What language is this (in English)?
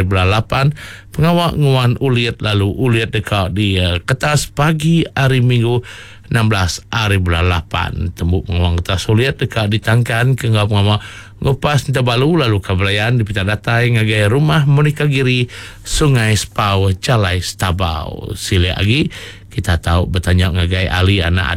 Iban